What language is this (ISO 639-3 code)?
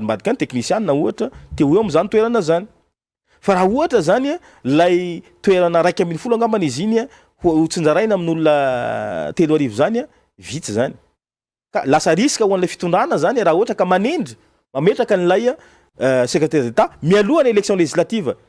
mlg